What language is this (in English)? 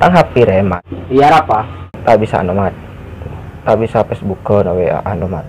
Madurese